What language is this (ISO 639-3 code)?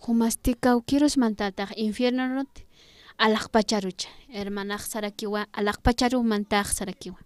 aym